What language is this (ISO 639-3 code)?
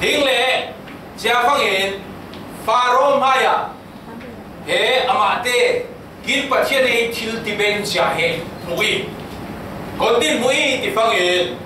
cfm